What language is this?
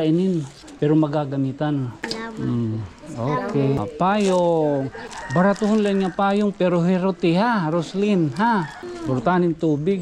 Waray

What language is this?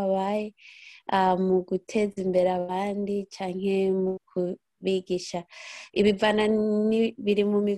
Rundi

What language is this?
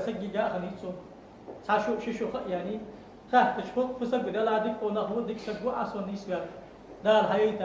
Ingush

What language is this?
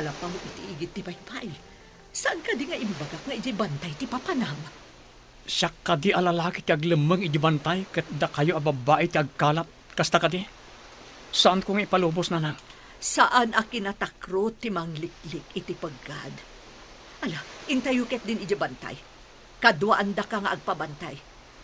Iloko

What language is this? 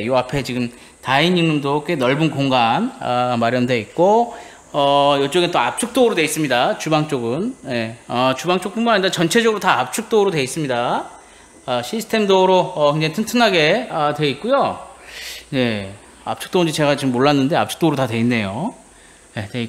Korean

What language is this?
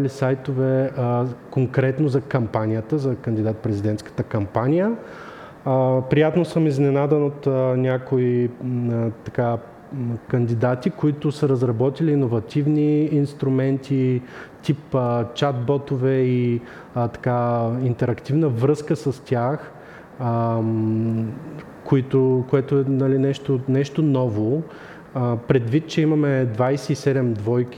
Bulgarian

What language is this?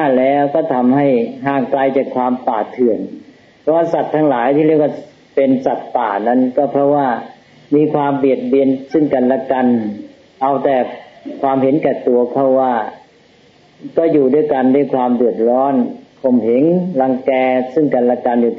Thai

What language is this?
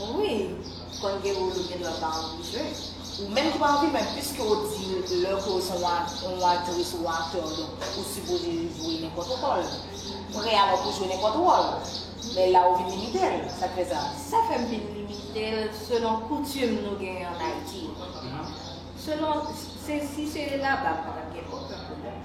Haitian Creole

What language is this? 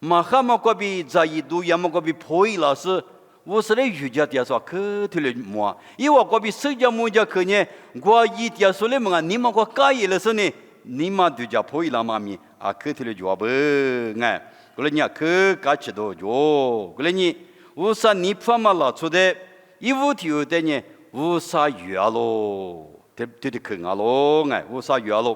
Lisu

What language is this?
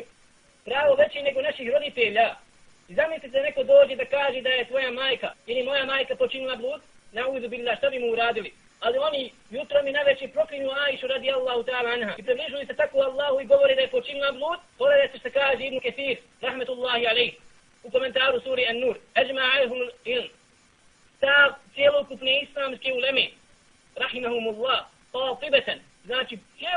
Bosnian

